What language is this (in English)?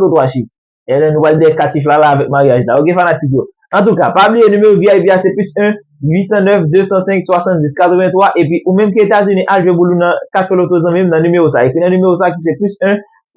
Haitian Creole